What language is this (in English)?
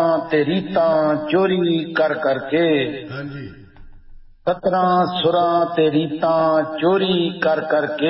Punjabi